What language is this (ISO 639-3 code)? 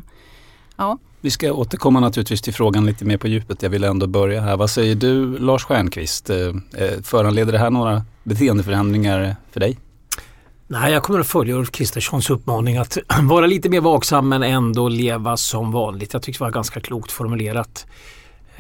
swe